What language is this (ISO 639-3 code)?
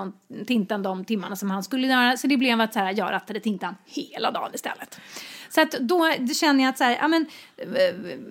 swe